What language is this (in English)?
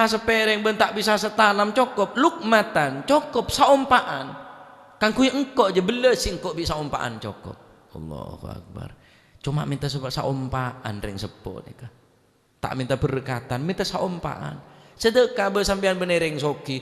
Madurese